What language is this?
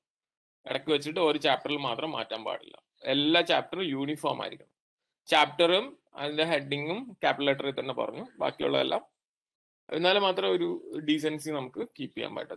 Malayalam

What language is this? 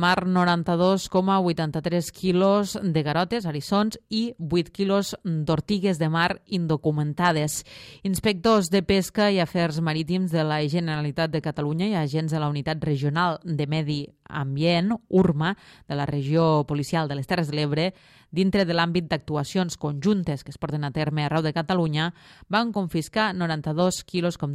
Catalan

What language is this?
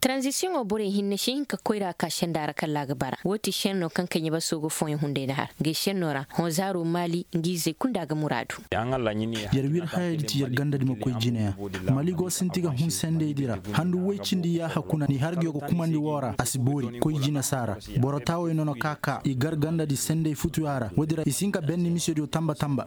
Koyraboro Senni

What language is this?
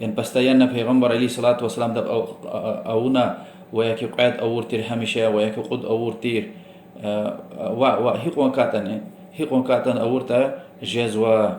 Lezghian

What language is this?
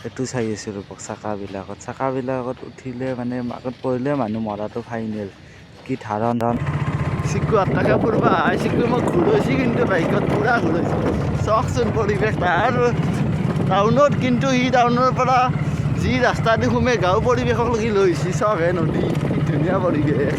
Assamese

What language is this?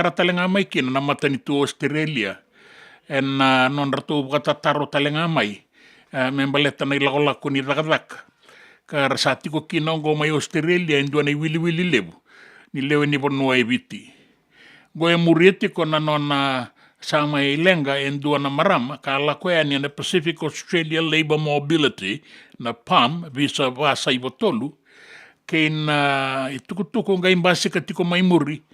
Fijian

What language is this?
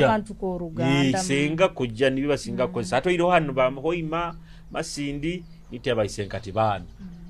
Nyoro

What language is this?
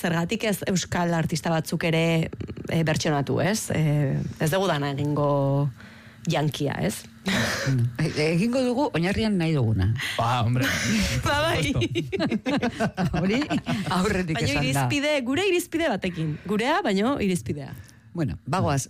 Basque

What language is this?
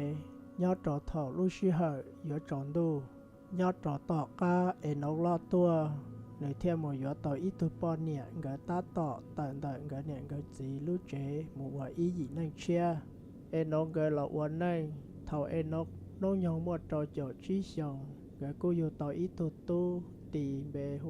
Hmong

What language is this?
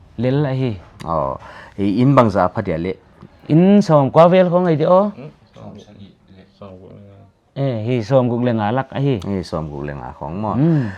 Paite Chin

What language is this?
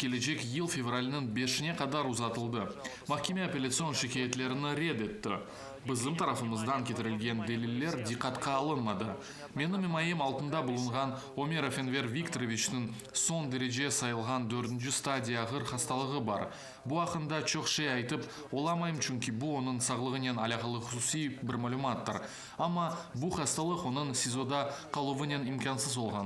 Crimean Tatar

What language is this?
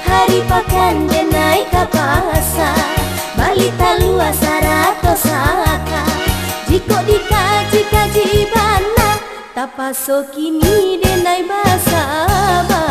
Minangkabau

